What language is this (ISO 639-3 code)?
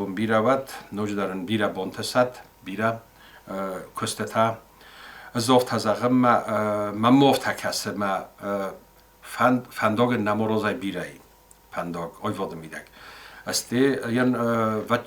oss